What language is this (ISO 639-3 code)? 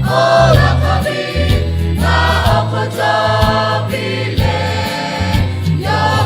lhu